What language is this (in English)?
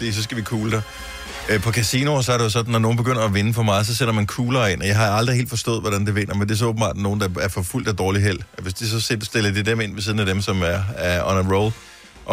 Danish